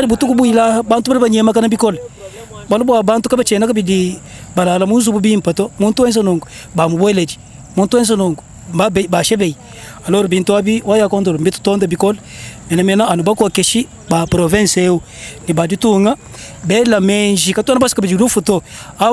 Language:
Luba-Lulua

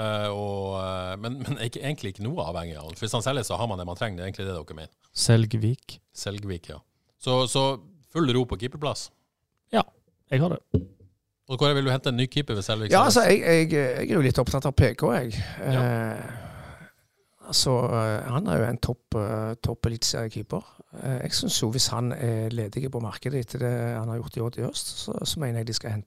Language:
Norwegian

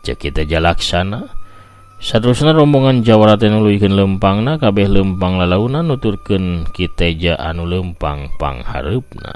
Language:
Sundanese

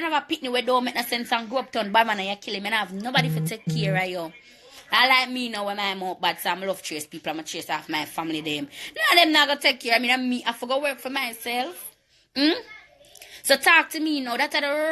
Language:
Jamaican Creole English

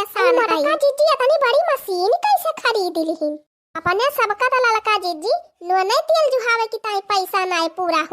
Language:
Awadhi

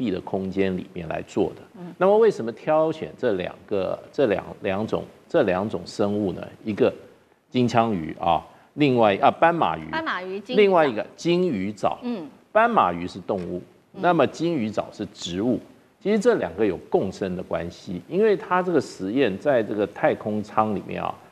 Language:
Chinese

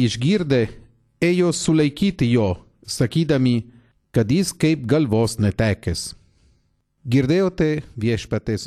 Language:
Lithuanian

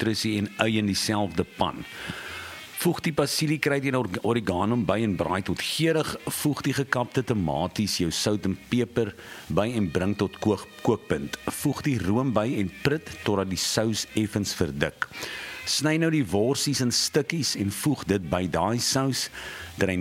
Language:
Afrikaans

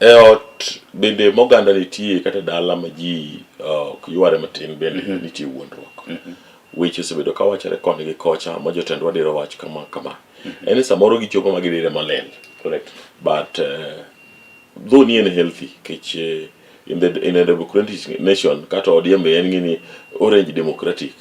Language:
Luo (Kenya and Tanzania)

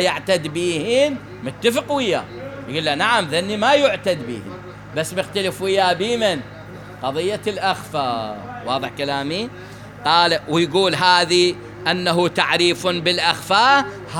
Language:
Mesopotamian Arabic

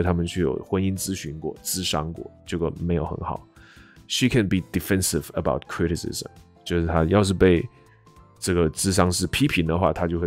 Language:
Chinese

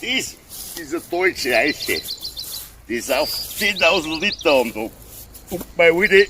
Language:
Bavarian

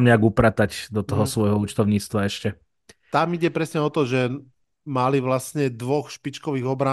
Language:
Slovak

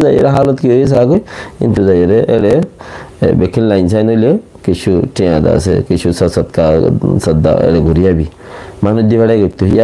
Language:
Rohingya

